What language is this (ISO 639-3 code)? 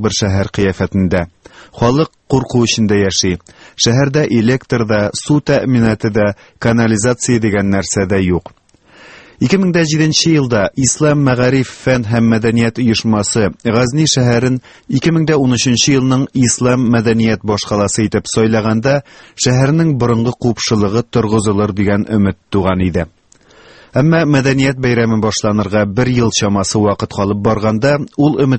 tat